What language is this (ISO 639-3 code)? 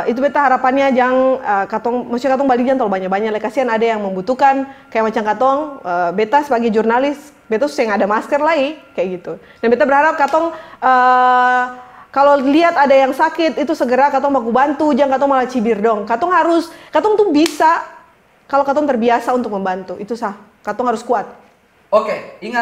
abs